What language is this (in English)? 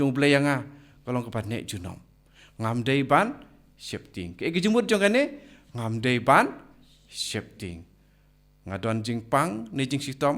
Khasi